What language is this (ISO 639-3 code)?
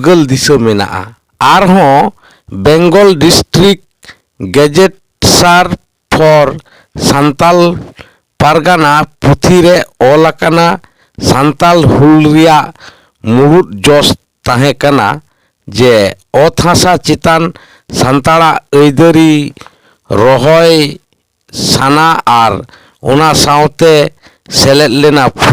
sat